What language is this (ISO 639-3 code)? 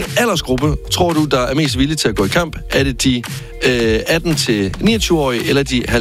dan